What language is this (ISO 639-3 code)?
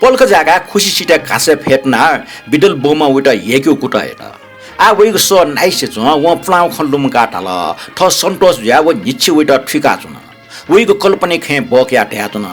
new